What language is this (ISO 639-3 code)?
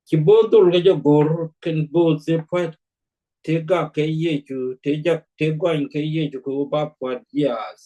nus